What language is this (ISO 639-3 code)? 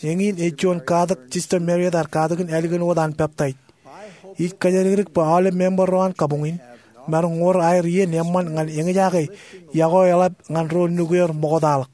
mah